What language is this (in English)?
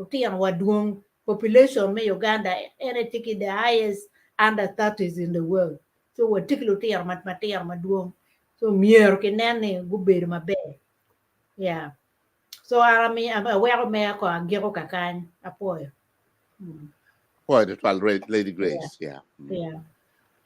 Acoli